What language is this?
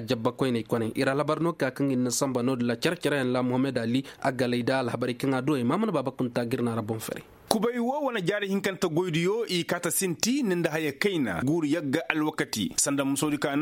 Koyraboro Senni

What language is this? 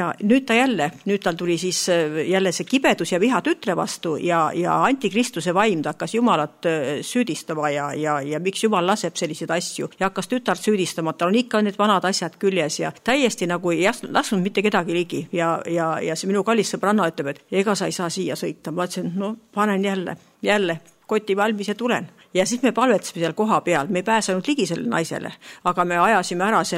Estonian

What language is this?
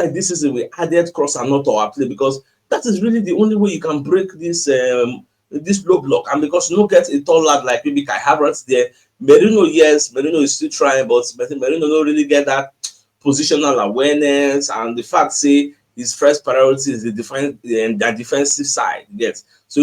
Nigerian Pidgin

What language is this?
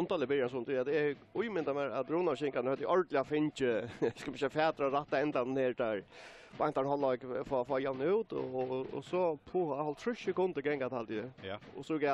Faroese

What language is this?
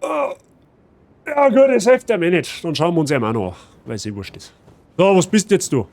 Bavarian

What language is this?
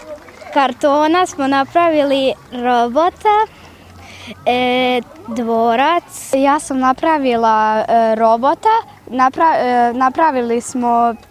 Serbian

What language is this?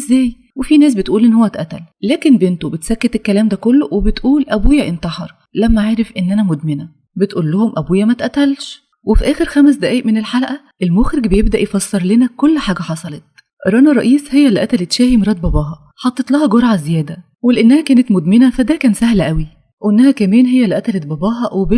Egyptian Arabic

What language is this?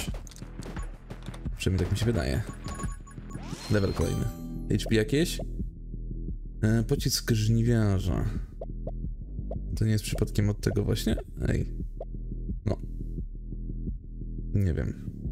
Polish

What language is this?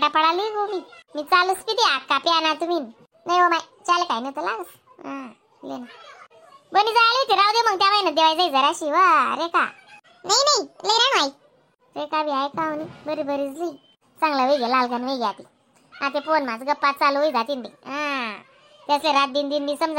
Khandesi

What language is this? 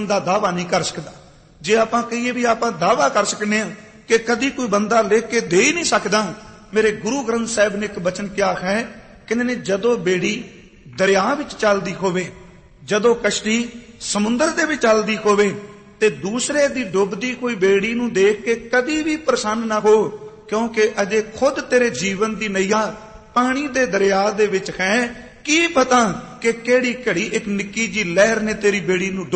Punjabi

